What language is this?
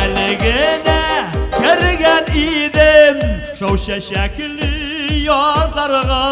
Bashkir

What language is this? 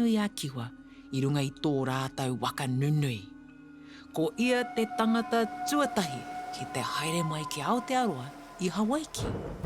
Māori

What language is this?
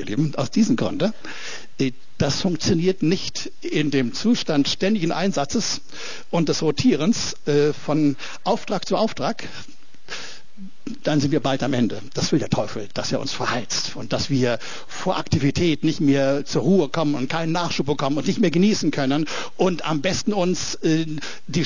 German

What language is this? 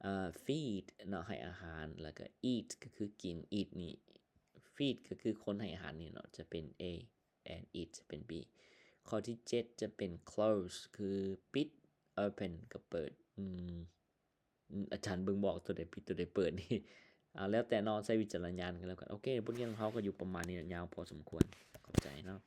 Lao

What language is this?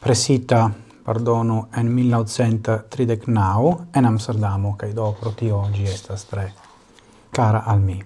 Esperanto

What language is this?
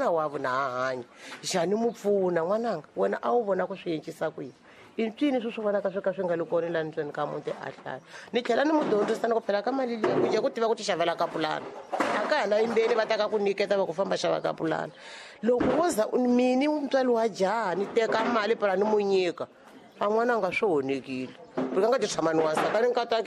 Tsonga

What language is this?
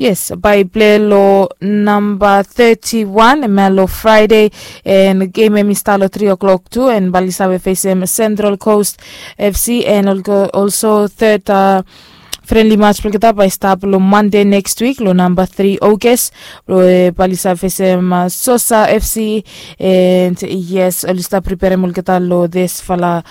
Bislama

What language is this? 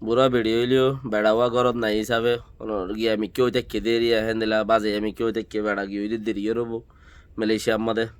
Rohingya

